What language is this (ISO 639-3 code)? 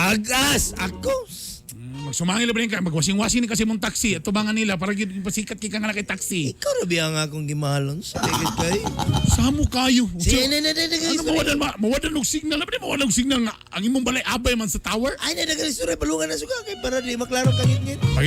ceb